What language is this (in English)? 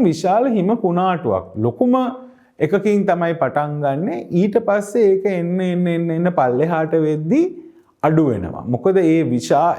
Sinhala